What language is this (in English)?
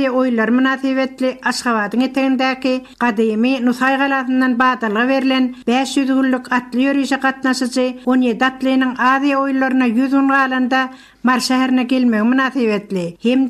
Turkmen